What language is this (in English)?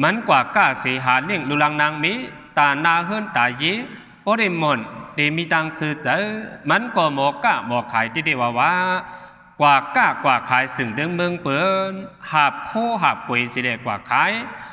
Shan